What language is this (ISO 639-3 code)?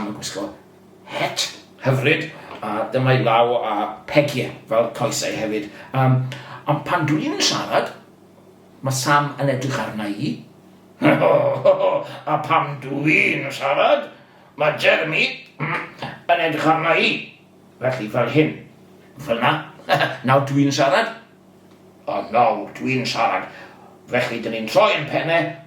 cym